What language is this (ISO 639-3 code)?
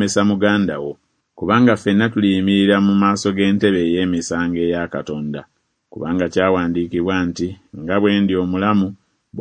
lug